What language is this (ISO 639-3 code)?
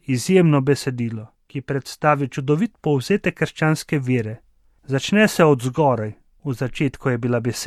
slv